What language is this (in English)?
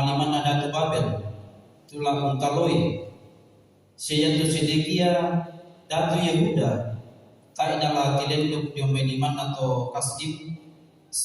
Toraja-Sa'dan